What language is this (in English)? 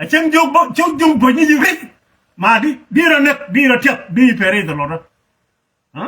Nuer